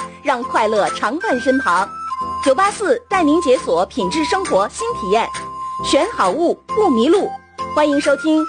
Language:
Chinese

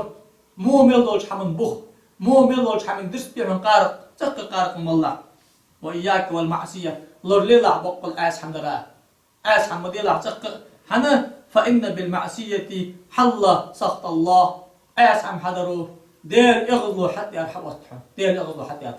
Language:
Ingush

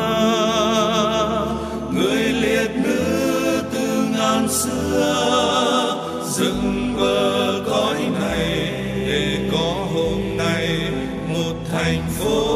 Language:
Vietnamese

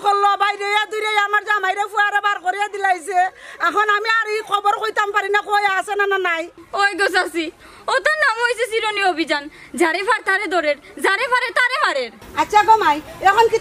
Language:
Sylheti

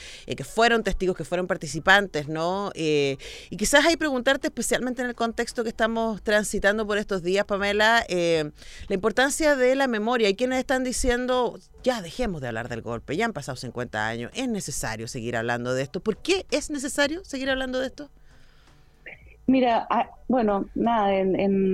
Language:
Spanish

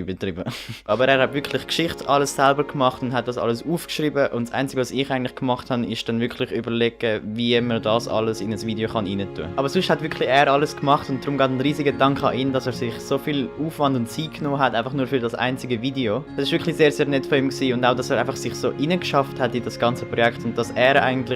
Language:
Swiss German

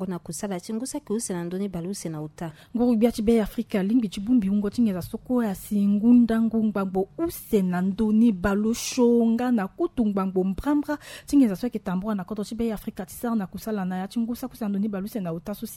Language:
Sango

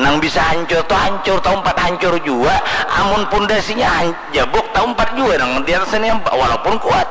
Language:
Banjar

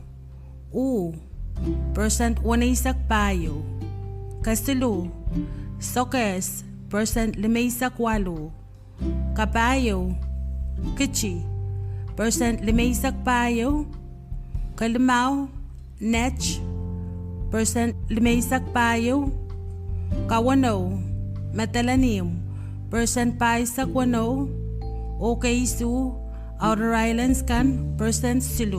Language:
Pohnpeian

